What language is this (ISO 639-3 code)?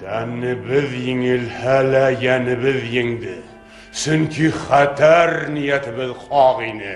bak